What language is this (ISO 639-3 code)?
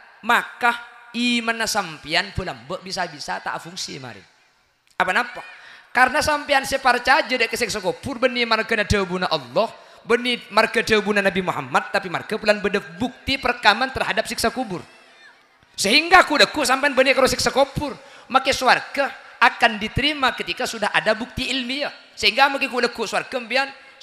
mad